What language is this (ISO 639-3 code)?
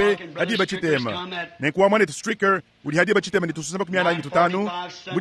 lua